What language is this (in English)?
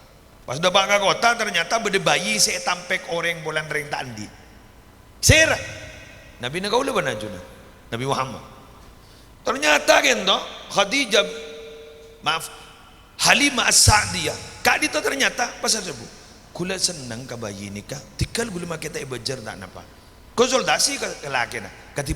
Madurese